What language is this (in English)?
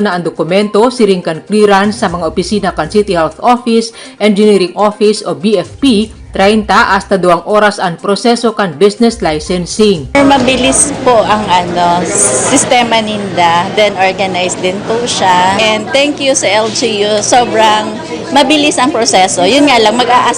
Bikol